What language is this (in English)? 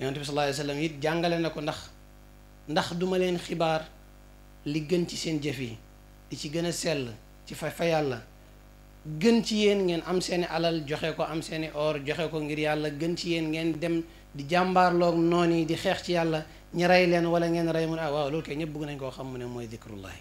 Wolof